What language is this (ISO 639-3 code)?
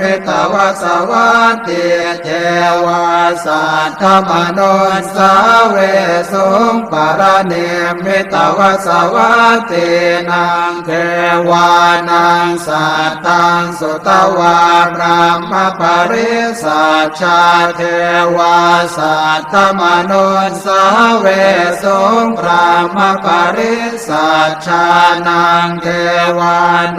pli